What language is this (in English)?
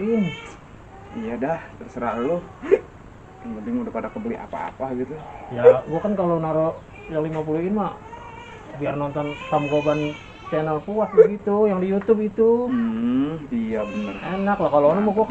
Betawi